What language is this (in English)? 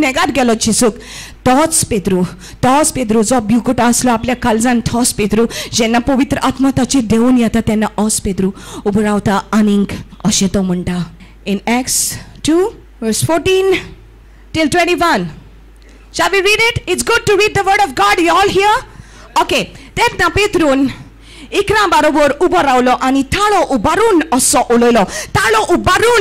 Konkani